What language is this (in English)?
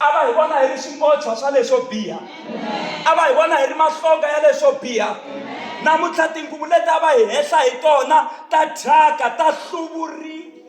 Tsonga